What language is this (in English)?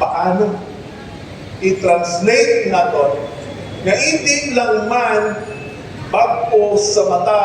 Hiligaynon